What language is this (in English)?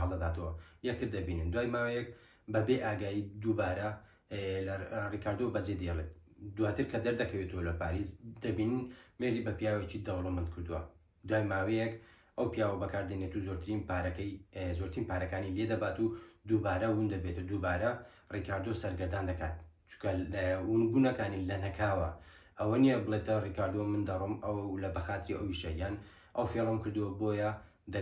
Central Kurdish